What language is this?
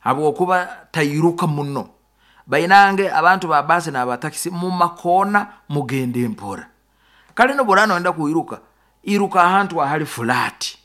Nyoro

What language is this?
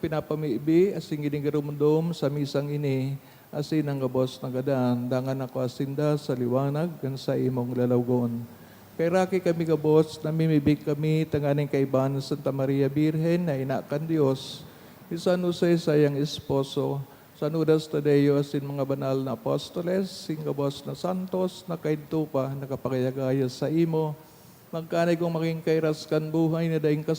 Bikol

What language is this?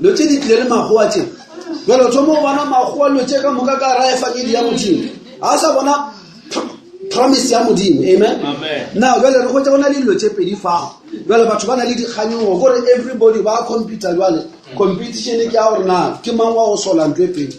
Northern Sotho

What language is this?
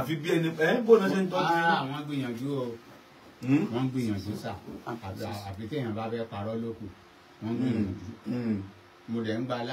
Yoruba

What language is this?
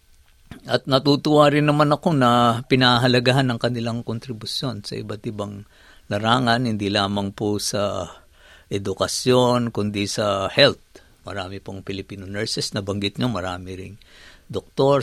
Filipino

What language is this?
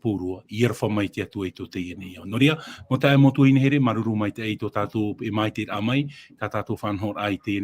Tahitian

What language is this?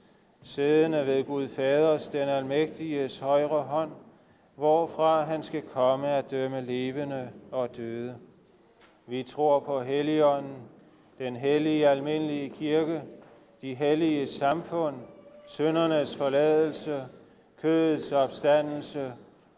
Danish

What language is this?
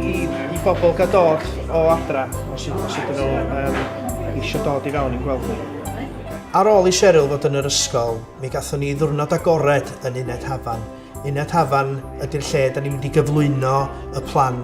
Welsh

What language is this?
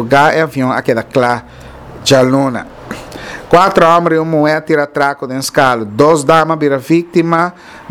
Papiamento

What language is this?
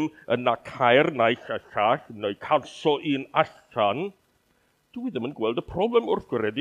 Welsh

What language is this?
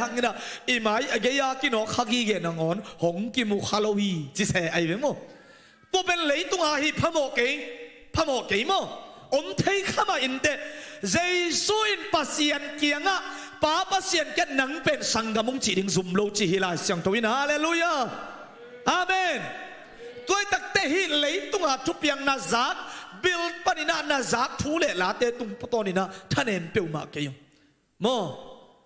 Tedim Chin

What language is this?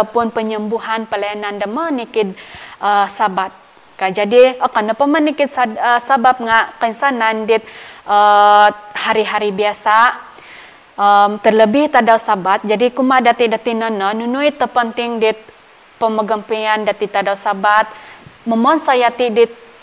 Central Dusun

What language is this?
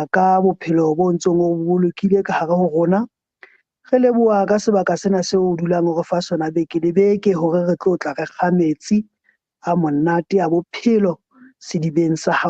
Southern Sotho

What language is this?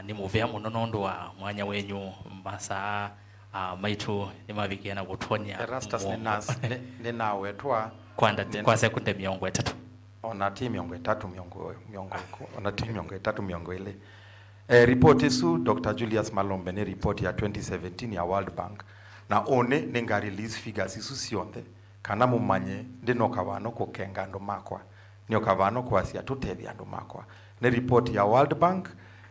Kamba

